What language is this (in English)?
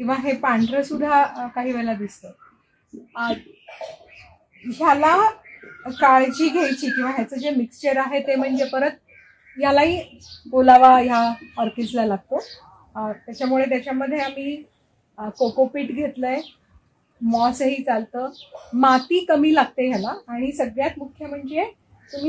Marathi